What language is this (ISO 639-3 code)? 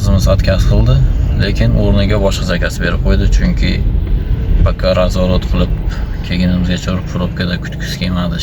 uzb